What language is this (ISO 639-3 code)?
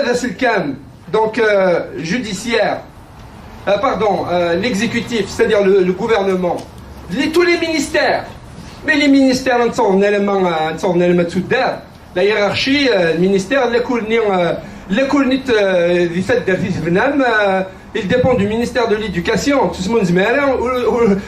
kab